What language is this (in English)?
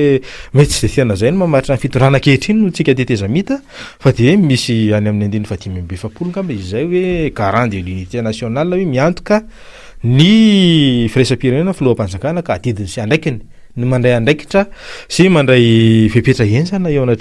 Malagasy